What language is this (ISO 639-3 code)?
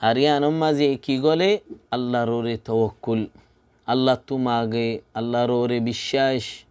rhg